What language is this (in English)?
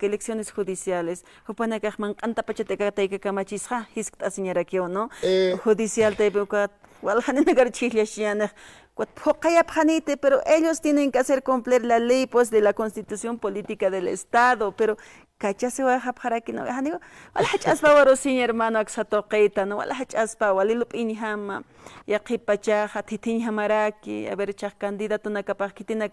Aymara